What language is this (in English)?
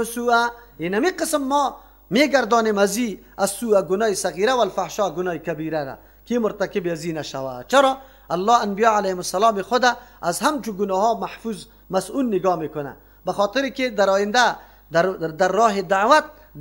Persian